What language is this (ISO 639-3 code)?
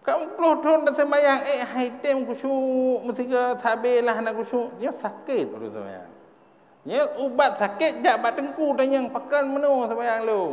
ace